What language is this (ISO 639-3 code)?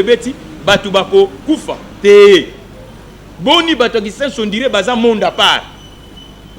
lin